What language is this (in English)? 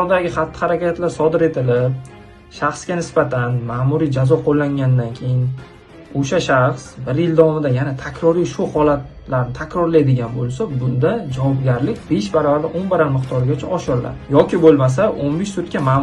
Uzbek